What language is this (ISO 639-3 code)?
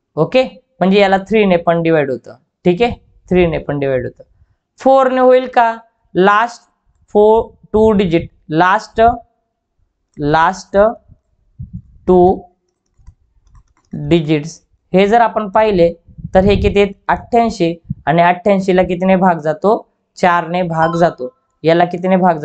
mar